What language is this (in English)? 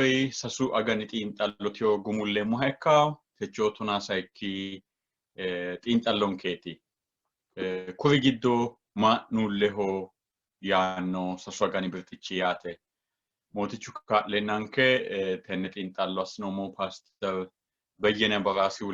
Sidamo